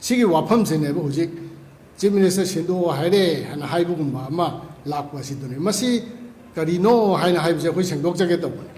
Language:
Manipuri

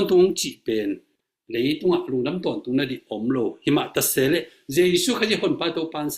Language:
Tedim Chin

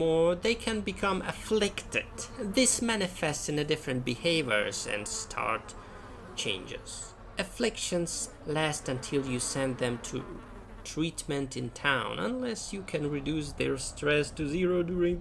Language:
Rusyn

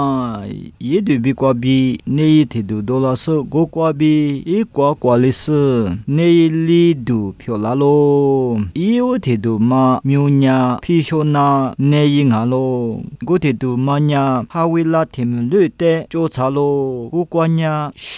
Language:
Lisu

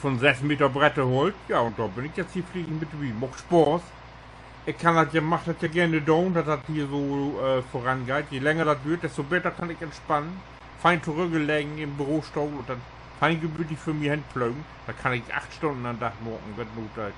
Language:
Low German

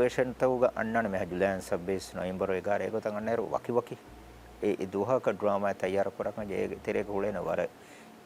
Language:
Divehi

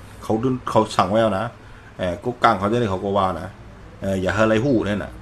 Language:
Shan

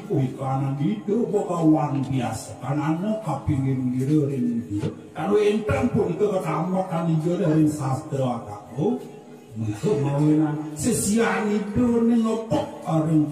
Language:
Balinese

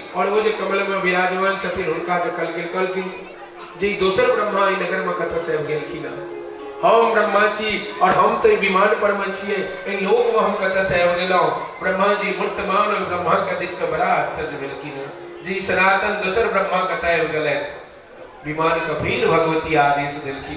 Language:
Maithili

